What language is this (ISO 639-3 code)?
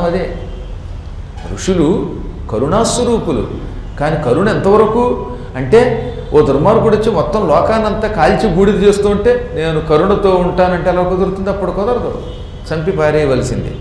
tel